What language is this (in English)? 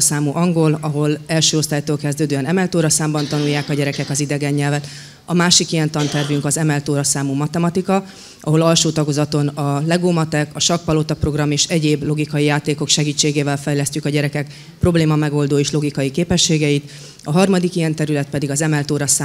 Hungarian